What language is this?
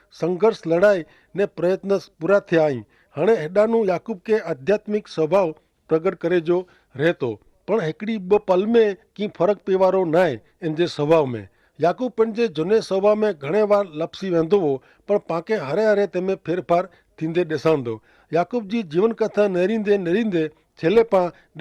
Kachhi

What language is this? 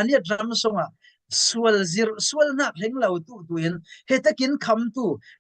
Falam Chin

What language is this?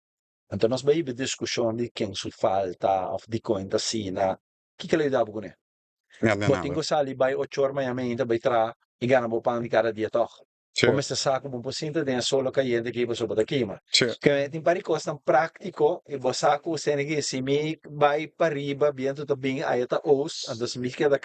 Papiamento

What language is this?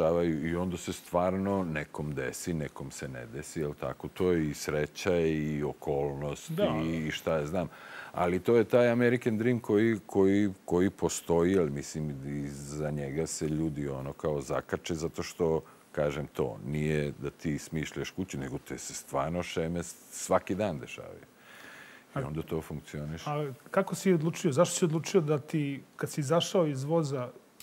Serbian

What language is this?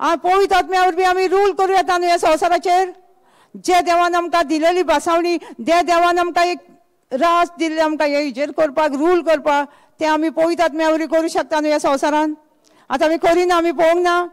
Konkani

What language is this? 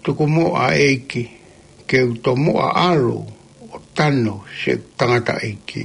Tongan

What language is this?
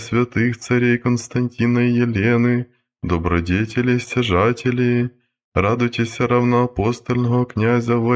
Church Slavic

